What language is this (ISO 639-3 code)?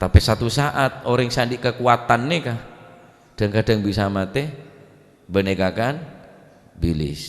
mad